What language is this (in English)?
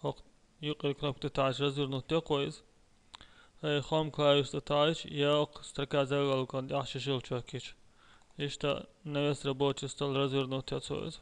Chechen